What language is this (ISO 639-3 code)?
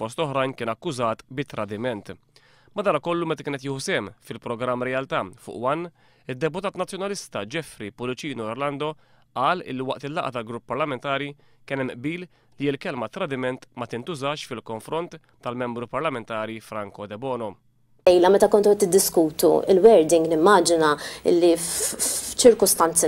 mlt